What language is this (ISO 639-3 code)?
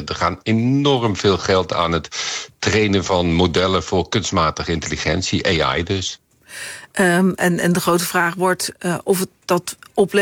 nld